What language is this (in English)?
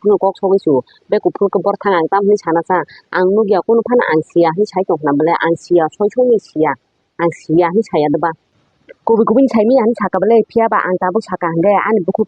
Kok Borok